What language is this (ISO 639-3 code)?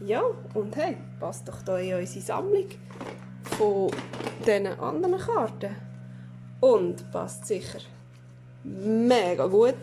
gsw